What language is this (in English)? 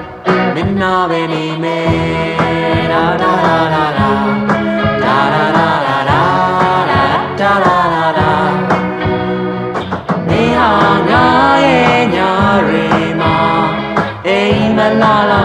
Burmese